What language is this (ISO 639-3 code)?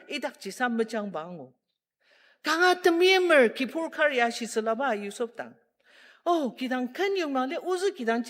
njo